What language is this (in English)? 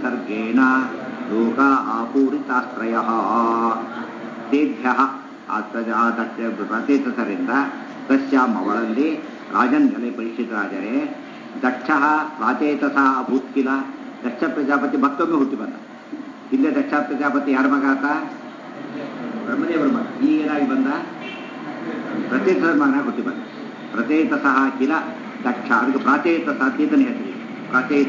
Kannada